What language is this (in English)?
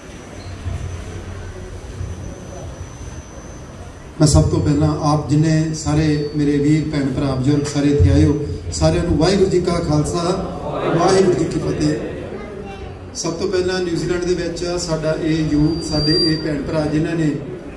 Punjabi